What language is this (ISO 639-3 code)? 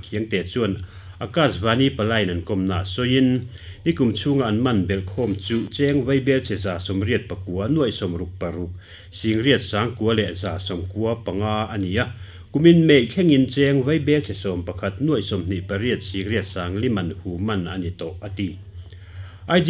lus